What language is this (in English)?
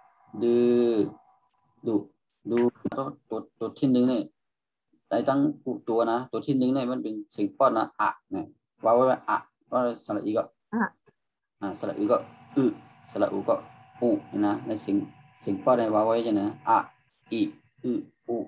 Shan